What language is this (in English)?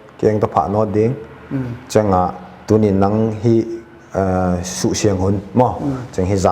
Paite Chin